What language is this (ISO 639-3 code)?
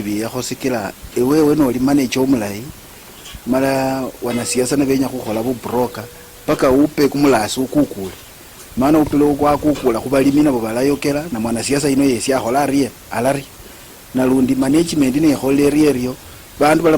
luy